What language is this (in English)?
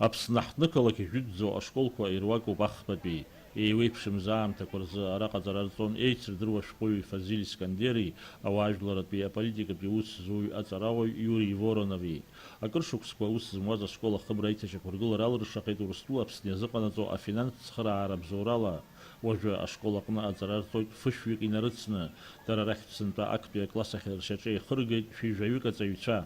Abkhazian